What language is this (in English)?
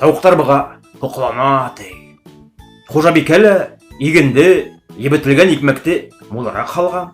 Bashkir